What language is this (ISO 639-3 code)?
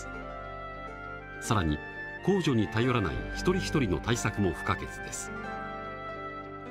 jpn